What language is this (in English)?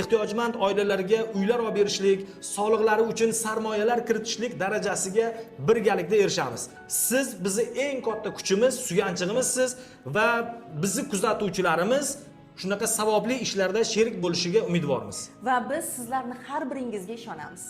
Uzbek